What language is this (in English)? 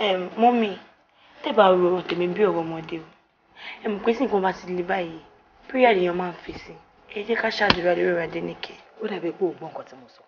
Yoruba